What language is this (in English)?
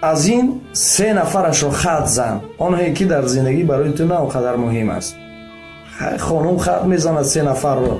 Tajik